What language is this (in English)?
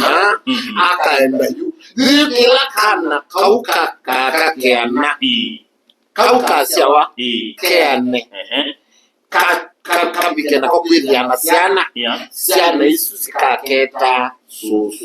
Kamba